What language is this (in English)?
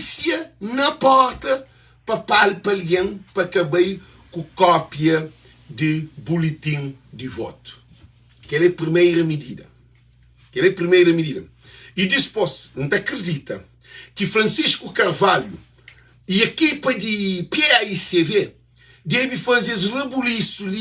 Kabuverdianu